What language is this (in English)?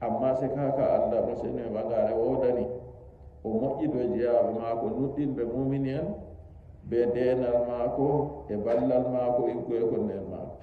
Nigerian Fulfulde